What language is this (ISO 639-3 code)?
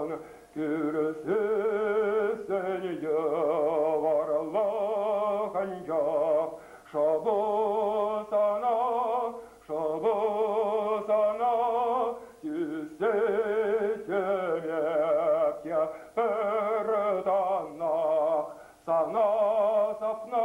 chv